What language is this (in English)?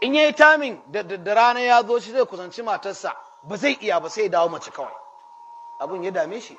Hausa